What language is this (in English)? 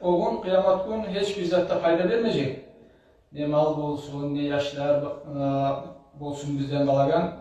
Kumyk